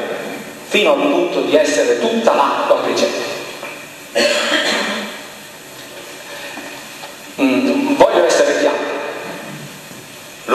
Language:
Italian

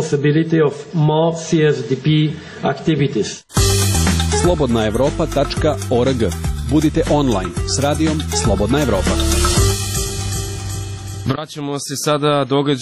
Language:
Serbian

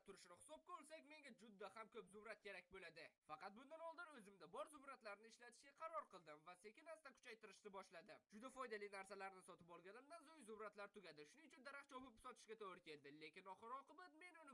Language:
Uzbek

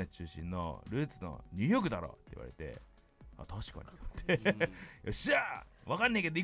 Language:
Japanese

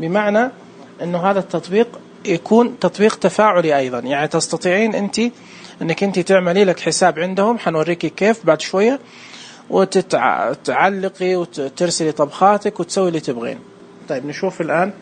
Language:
Najdi Arabic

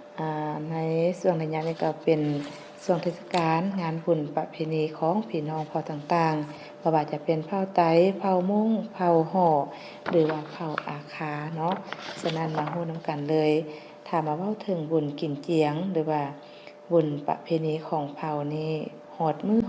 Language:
Lao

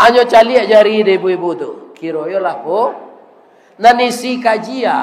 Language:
Minangkabau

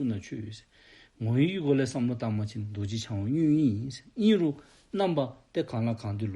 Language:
Dzongkha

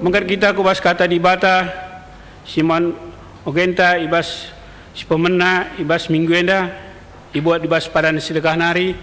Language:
Batak Karo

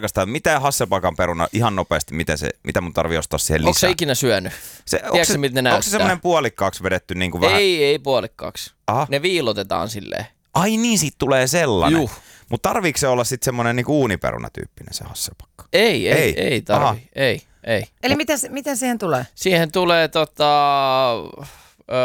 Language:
Finnish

